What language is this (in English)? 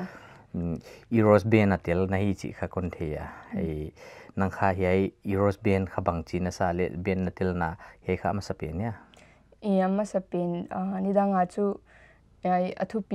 Paite Chin